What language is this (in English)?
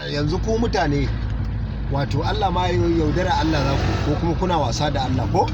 Hausa